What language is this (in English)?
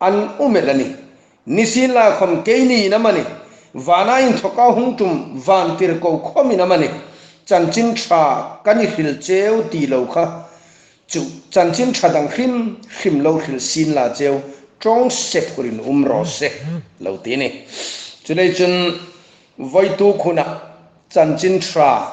Hmar